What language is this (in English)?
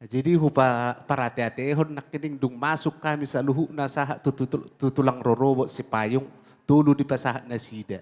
Batak Toba